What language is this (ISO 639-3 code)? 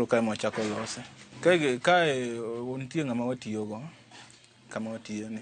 luo